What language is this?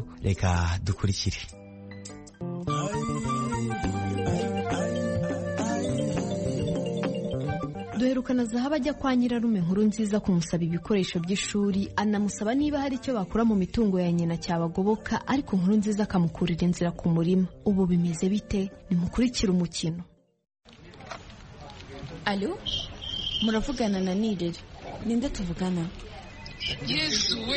Kinyarwanda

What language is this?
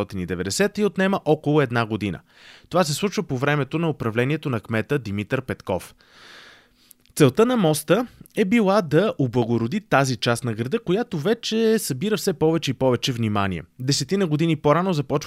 Bulgarian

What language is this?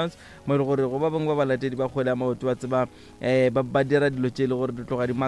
Northern Sotho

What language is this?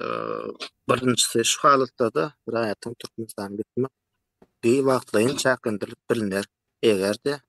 Turkmen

